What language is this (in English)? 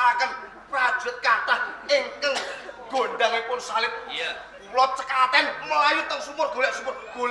Javanese